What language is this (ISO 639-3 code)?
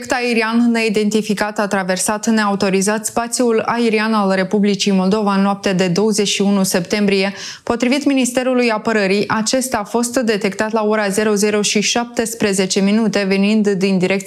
ron